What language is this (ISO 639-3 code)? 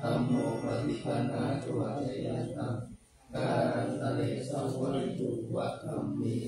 pli